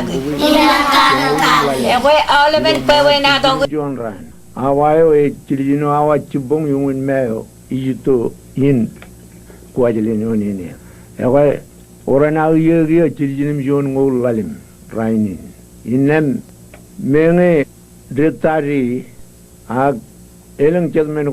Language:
Marshallese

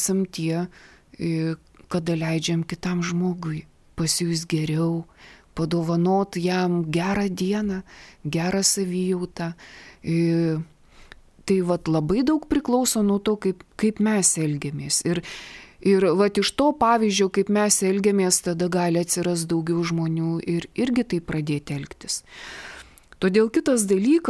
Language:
Lithuanian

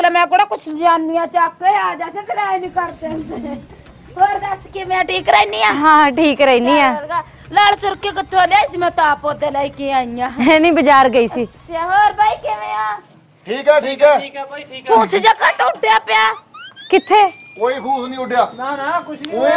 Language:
Punjabi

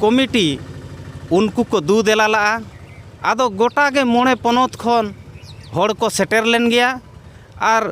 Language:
Santali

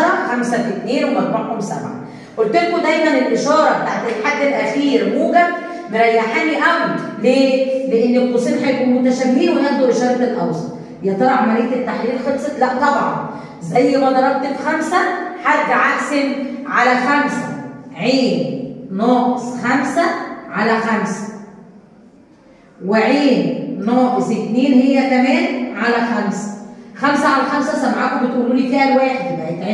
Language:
Egyptian Arabic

